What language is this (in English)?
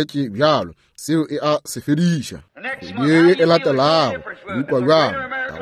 Northern Sotho